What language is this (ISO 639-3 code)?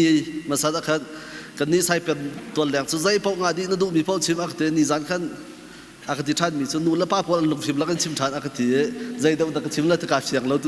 cnh